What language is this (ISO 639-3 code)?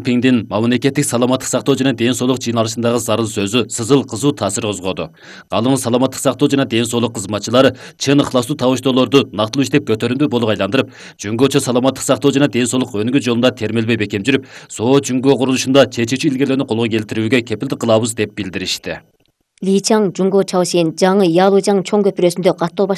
kir